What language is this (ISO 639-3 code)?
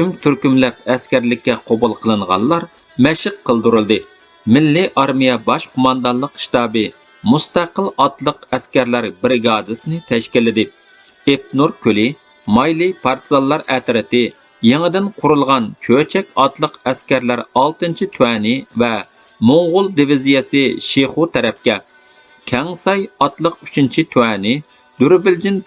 uig